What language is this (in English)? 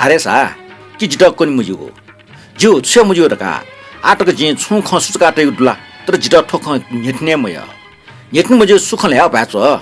Newari